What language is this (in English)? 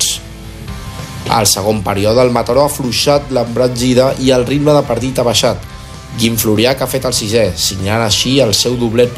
Catalan